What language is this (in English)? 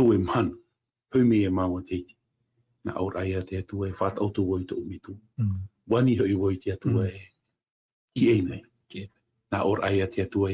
Tahitian